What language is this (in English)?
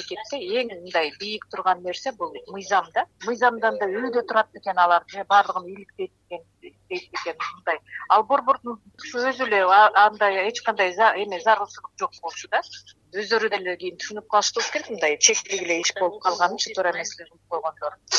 Kyrgyz